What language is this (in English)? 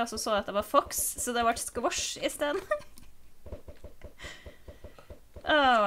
Norwegian